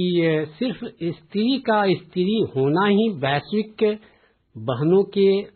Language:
Hindi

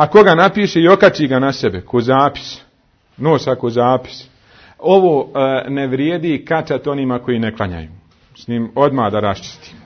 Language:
Bosnian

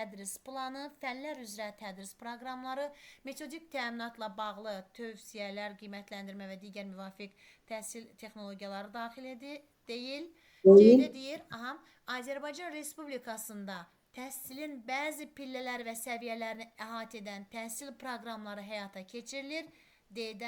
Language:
Azerbaijani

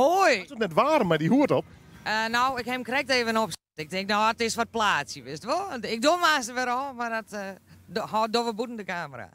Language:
Western Frisian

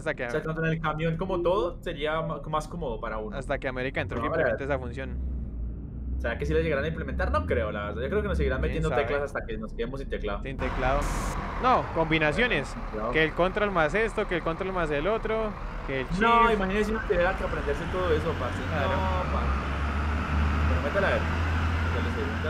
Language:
Spanish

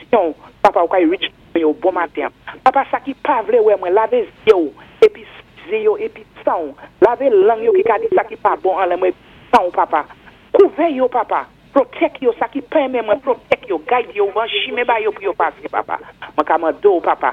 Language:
Saint Lucian Creole French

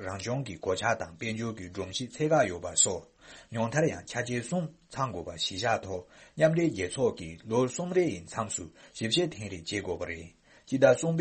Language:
Tibetan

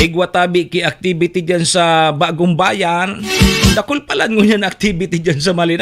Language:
Bikol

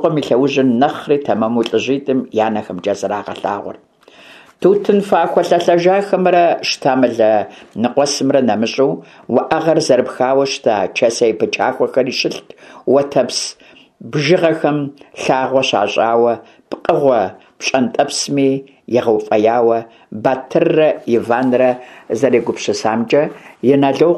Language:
Kabardian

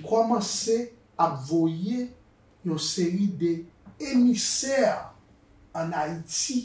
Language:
Haitian Creole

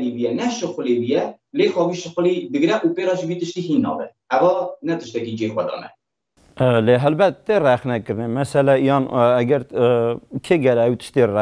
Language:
Kurdish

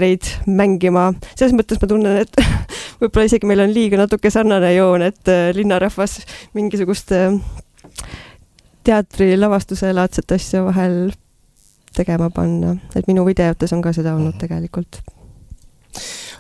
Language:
Estonian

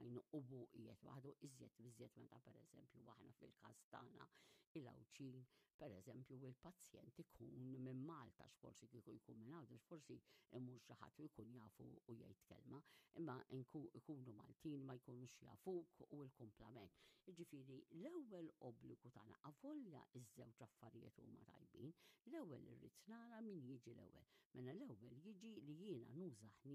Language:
Maltese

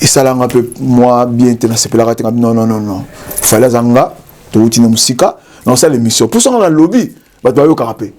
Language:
Lingala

